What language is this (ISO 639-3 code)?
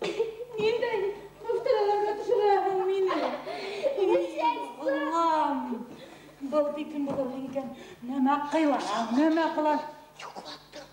bak